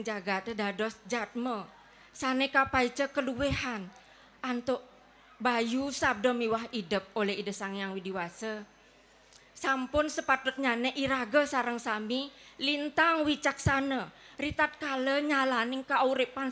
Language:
Balinese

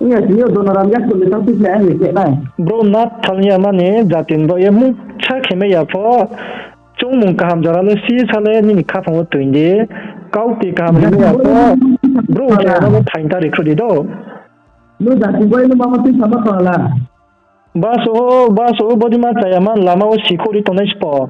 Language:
Riang (India)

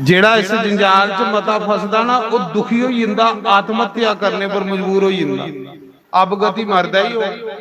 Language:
Dogri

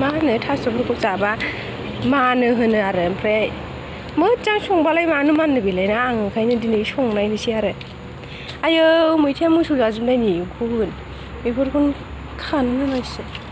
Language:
Bodo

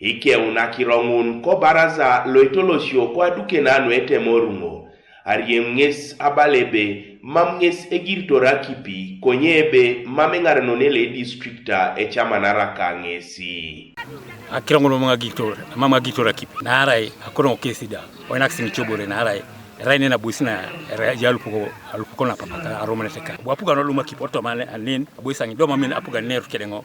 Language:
Teso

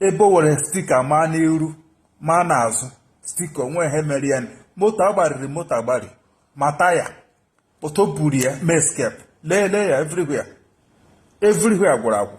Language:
Igbo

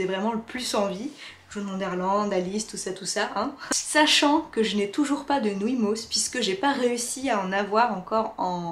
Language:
French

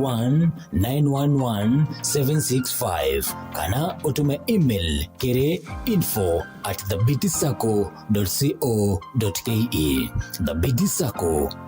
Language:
Meru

